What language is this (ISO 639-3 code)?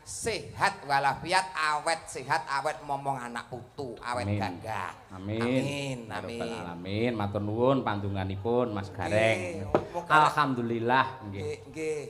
jav